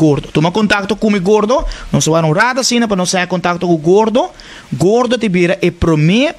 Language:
Papiamento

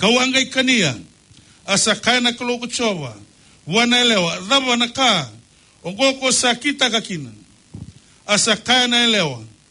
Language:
Fijian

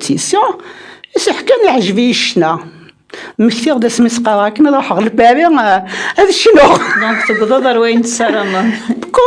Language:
Kabyle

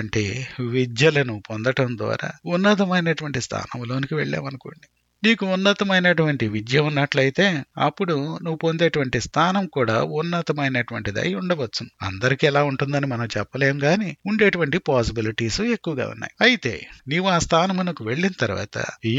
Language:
Telugu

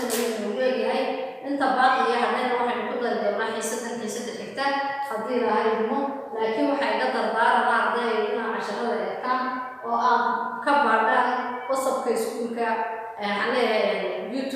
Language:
Somali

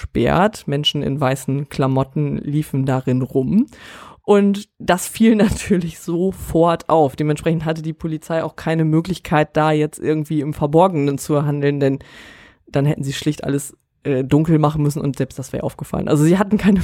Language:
German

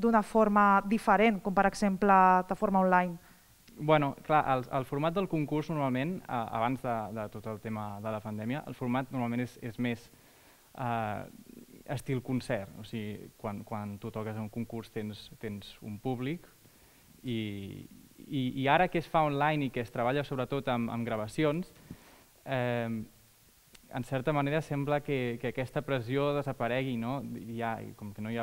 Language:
Catalan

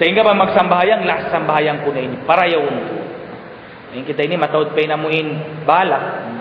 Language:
Tausug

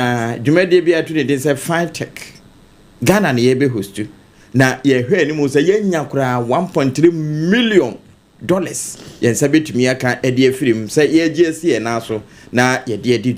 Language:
Akan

